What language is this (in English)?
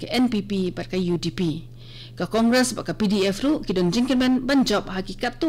Khasi